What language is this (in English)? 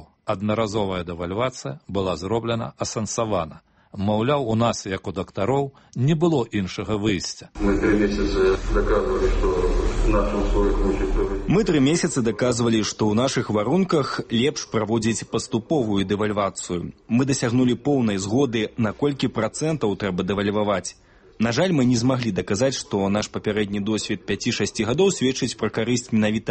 Belarusian